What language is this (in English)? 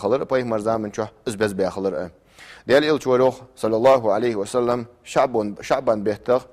Ingush